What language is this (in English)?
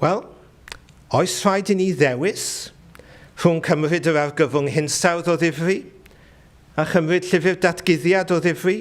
Welsh